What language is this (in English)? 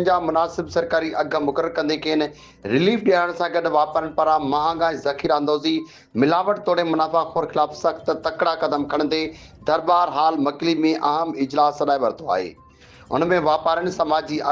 Sindhi